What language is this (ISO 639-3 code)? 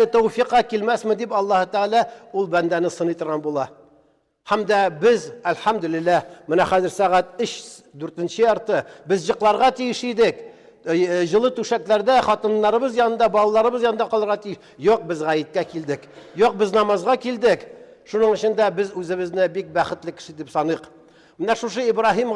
tat